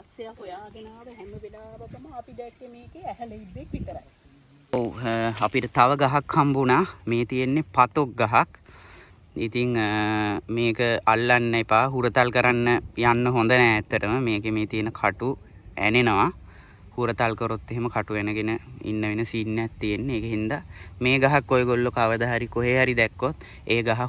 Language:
Sinhala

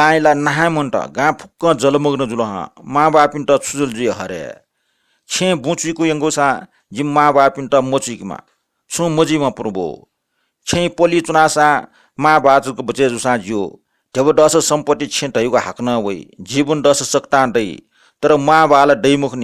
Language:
Newari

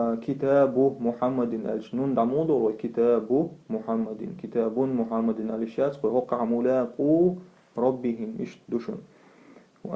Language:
Chechen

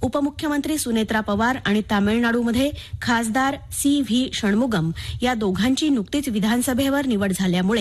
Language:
Marathi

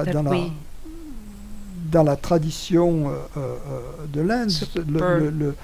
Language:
French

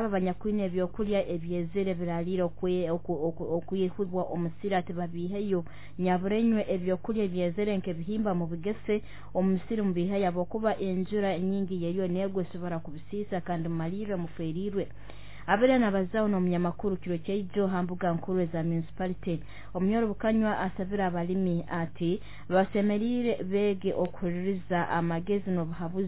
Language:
Nyoro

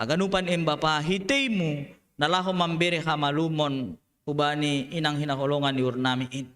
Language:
Batak Simalungun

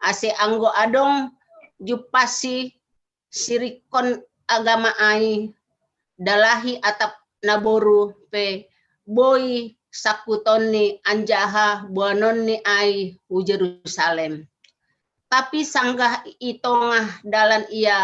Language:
Batak Simalungun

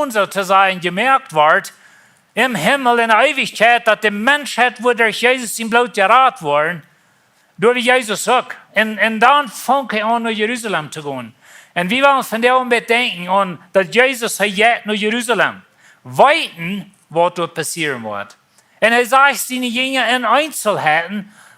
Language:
Plautdietsch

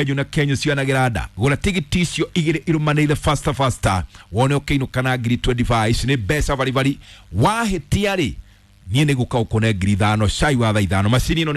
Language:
Kikuyu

